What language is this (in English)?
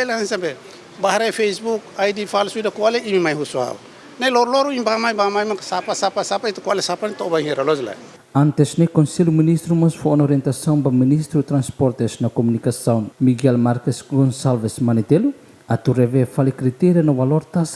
Tetum